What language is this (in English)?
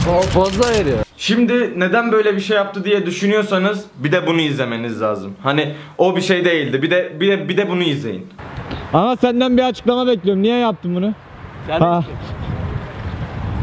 Turkish